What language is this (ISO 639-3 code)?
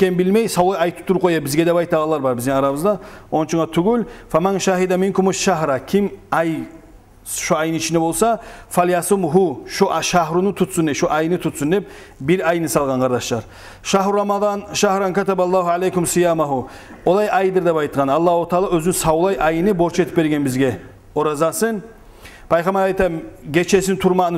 kum